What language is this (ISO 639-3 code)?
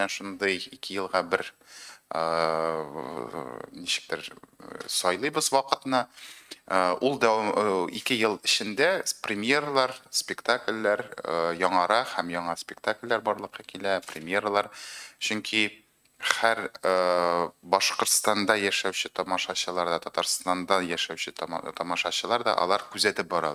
tat